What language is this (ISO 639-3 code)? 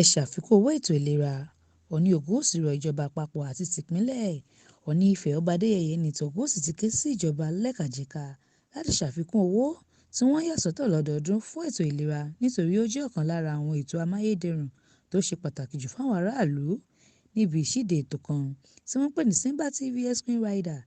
yor